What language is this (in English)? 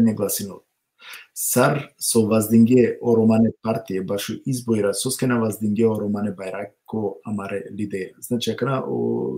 Balkan Romani